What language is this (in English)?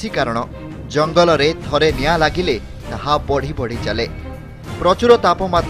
Odia